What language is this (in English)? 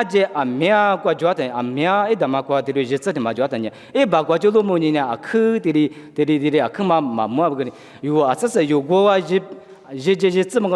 Lisu